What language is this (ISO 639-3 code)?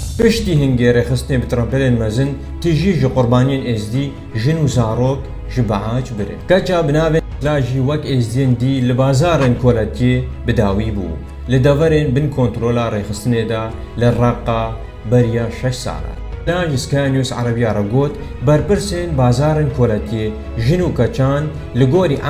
kur